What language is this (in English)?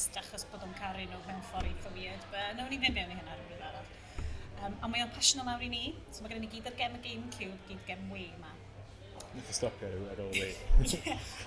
Welsh